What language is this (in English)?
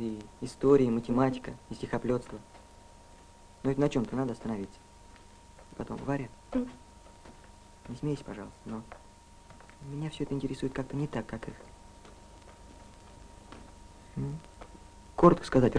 Russian